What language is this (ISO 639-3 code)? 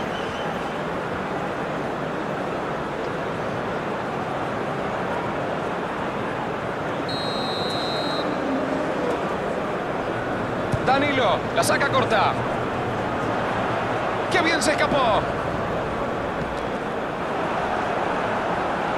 spa